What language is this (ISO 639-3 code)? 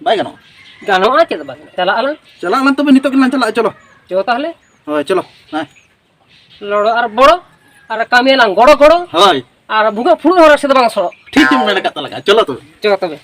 sat